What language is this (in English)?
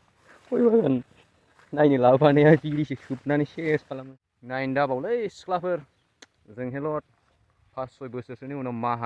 Bodo